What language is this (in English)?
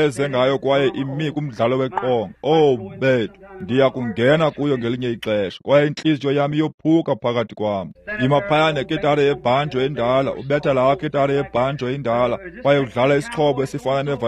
Xhosa